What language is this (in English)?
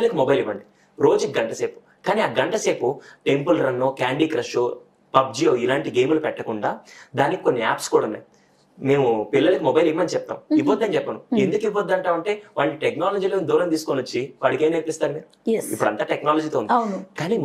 Telugu